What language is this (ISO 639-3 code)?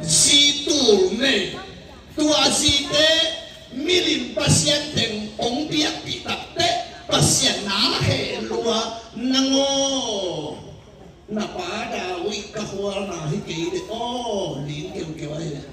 ctd